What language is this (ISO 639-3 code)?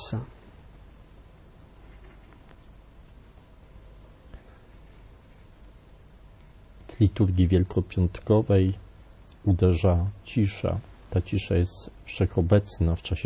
pol